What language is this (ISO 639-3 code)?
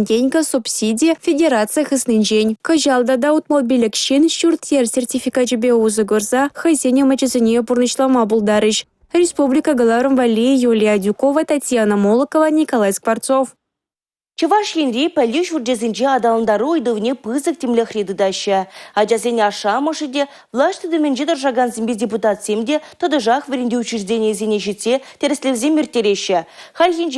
chv